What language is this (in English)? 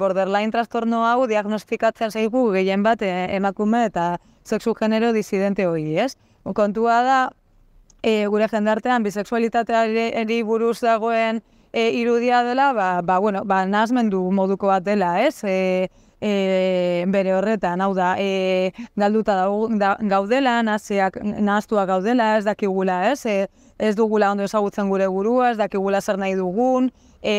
Basque